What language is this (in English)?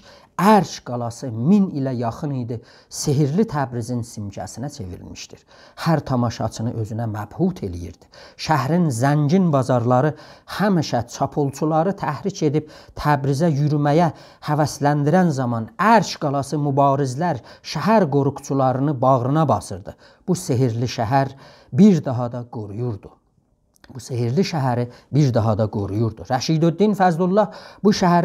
South Azerbaijani